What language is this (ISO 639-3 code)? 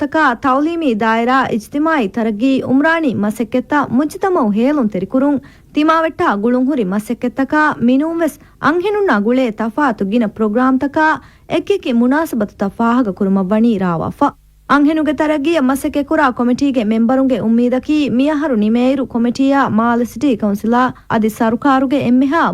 div